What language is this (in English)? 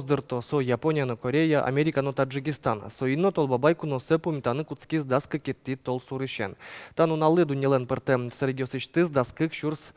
Udmurt